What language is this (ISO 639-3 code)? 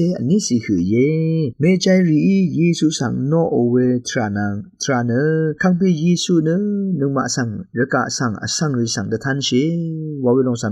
raw